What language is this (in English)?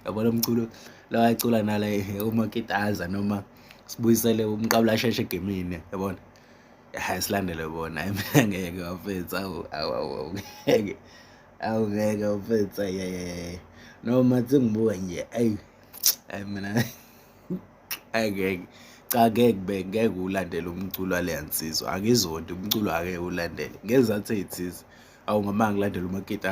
Zulu